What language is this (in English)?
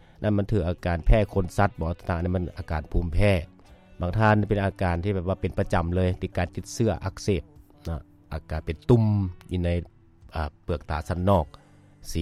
Lao